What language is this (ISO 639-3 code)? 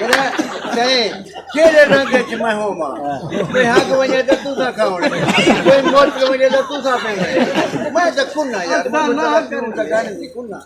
skr